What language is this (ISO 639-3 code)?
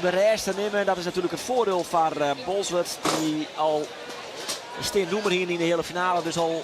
fry